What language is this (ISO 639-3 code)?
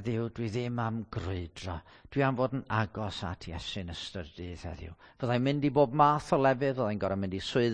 cym